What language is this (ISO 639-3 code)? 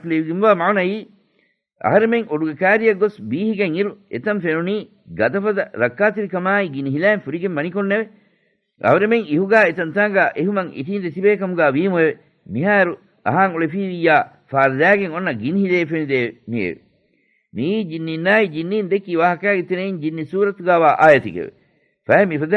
div